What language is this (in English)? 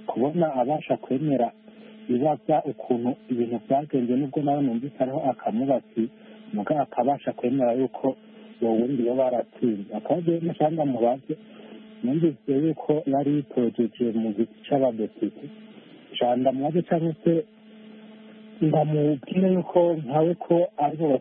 Kinyarwanda